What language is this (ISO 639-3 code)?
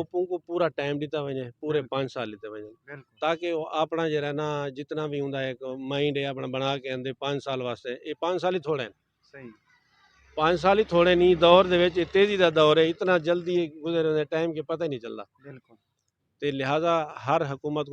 skr